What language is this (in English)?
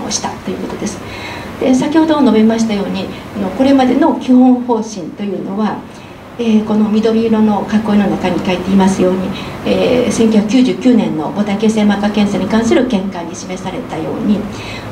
Japanese